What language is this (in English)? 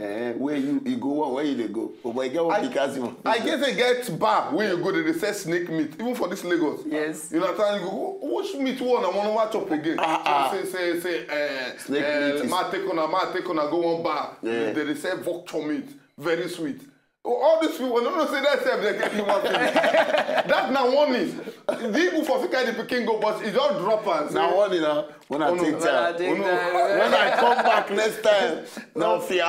Nigerian Pidgin